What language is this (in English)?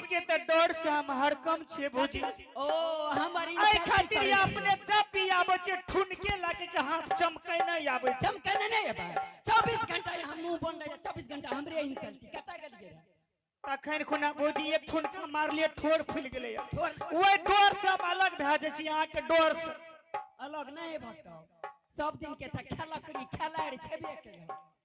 Angika